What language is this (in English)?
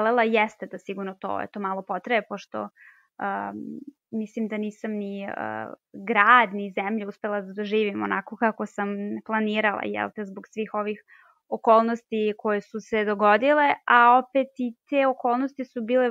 Serbian